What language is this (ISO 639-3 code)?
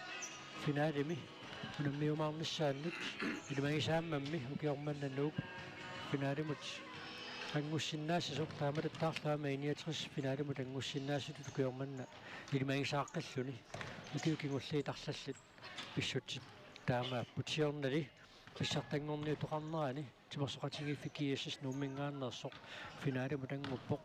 kal